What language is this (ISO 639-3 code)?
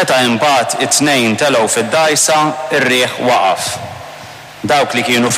mlt